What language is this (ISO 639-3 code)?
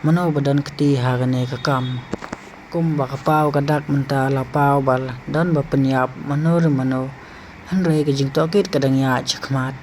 kha